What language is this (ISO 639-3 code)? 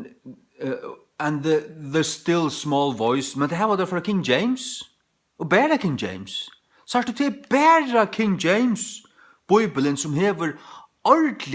fao